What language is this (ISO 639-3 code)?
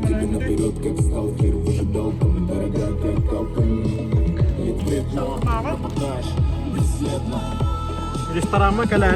sah